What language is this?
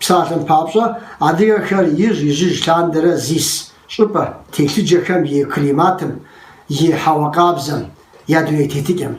Kabardian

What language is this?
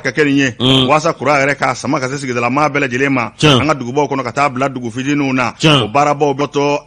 Bambara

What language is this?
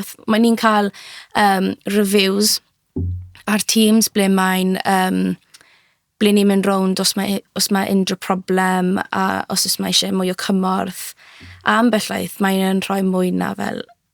Welsh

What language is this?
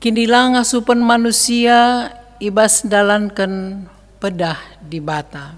Batak Karo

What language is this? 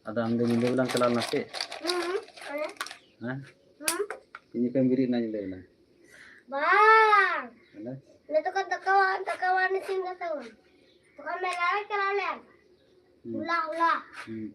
Santali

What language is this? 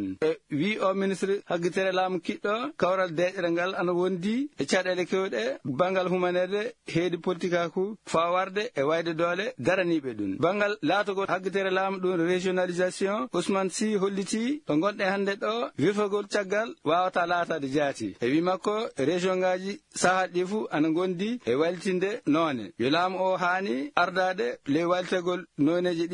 Fula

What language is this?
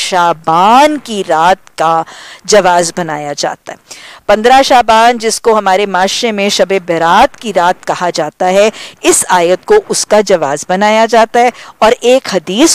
Urdu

